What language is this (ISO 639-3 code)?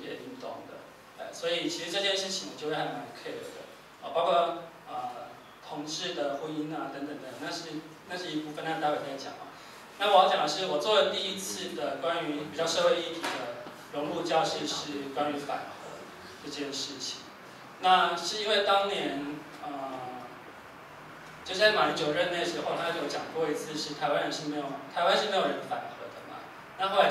zho